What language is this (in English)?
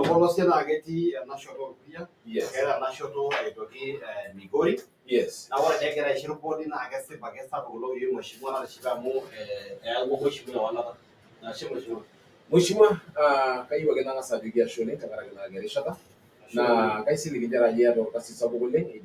Masai